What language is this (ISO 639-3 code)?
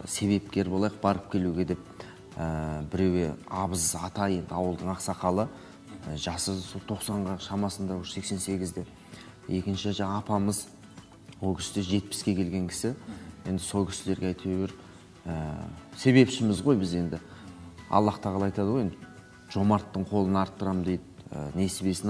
kaz